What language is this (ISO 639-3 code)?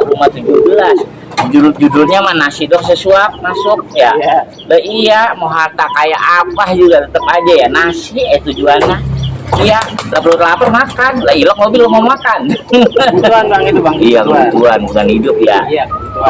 bew